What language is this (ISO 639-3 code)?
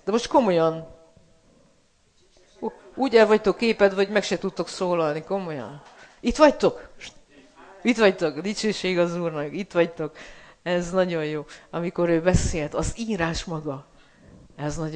hun